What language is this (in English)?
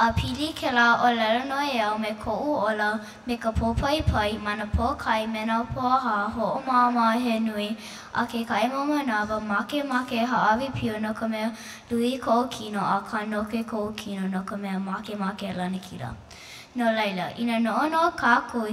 Hawaiian